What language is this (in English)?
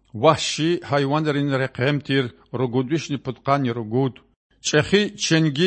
Lezghian